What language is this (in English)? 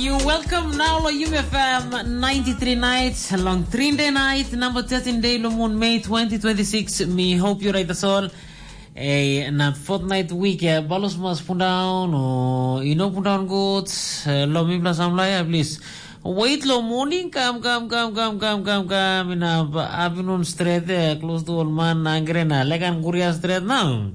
Tok Pisin